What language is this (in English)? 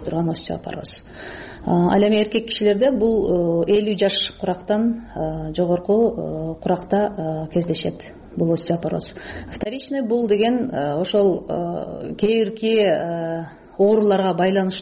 Kyrgyz